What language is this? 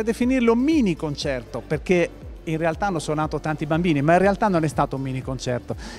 Italian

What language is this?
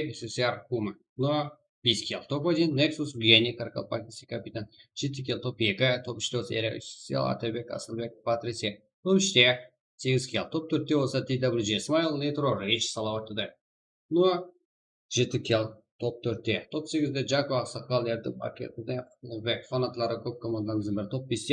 Kara-Kalpak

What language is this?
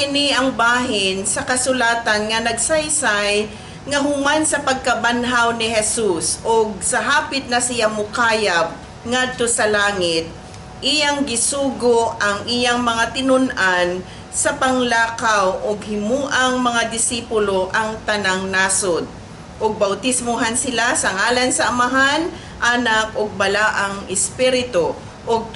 Cebuano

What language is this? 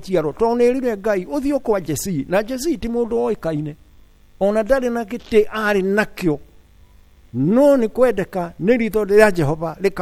Kikuyu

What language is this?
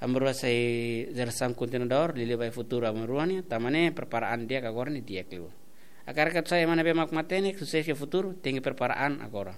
Tetum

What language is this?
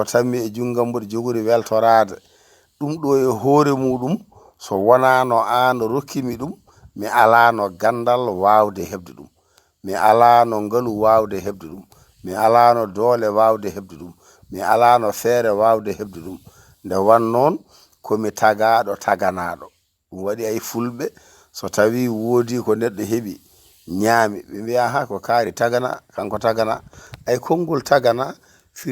Fula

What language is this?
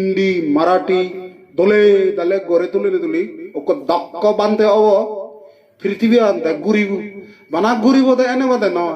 Chakma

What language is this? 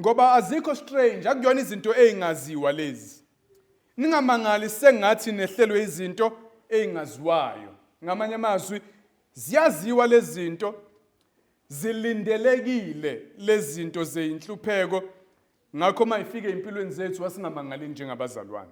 Zulu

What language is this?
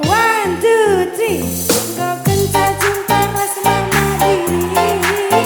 Batak Karo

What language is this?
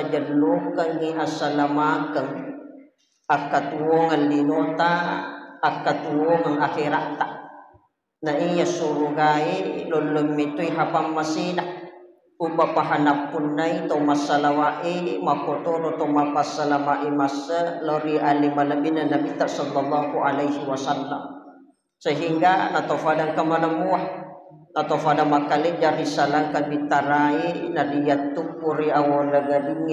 Buginese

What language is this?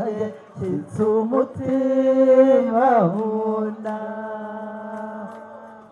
Kinyarwanda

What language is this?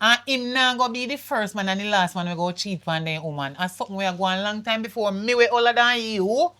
Jamaican Creole English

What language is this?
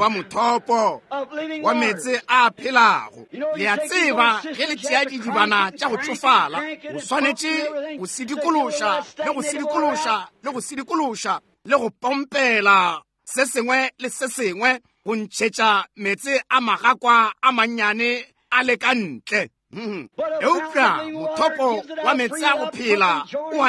Northern Sotho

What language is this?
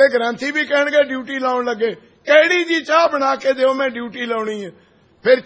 Punjabi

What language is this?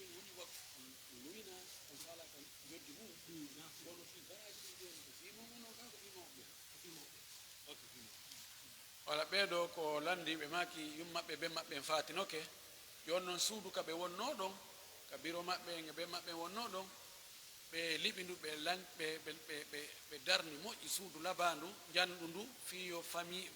Pular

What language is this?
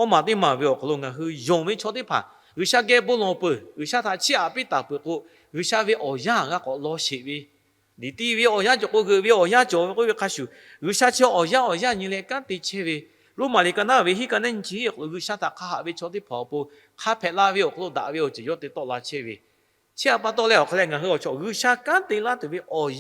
Lahu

